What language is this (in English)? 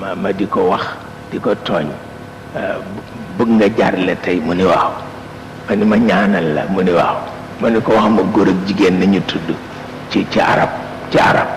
Wolof